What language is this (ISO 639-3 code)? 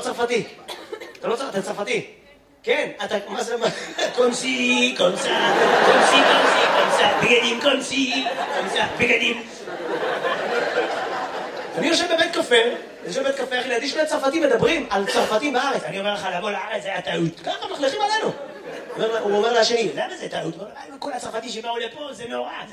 heb